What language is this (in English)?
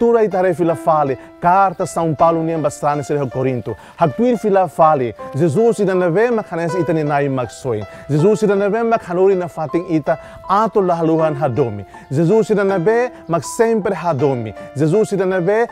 Tetum